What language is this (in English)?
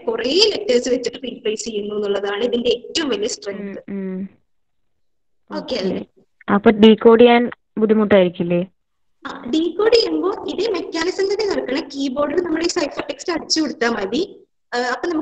Malayalam